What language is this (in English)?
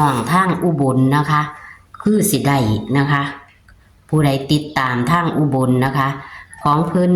Northeastern Thai